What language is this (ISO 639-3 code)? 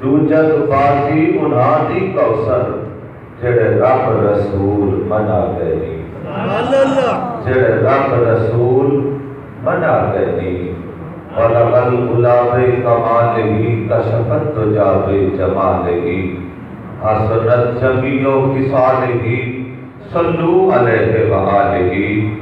skr